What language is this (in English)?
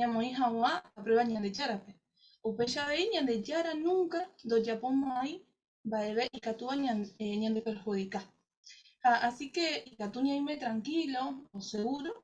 Guarani